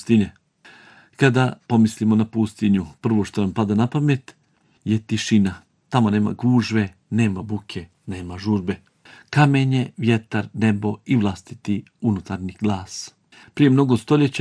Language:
Bosnian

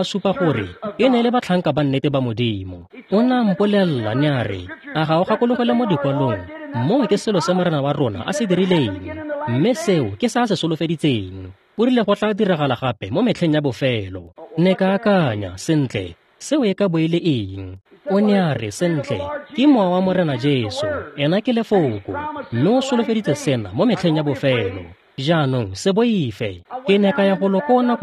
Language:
Tswana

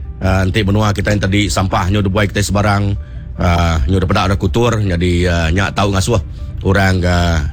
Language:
Iban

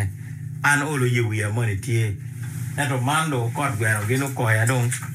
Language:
Acoli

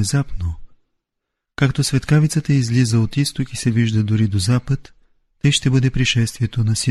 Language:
Bulgarian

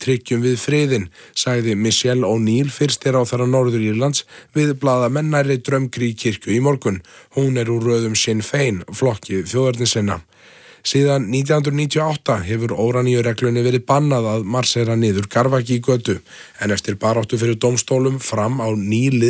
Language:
Icelandic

